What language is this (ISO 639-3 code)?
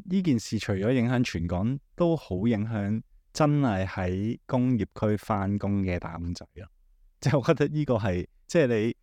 yue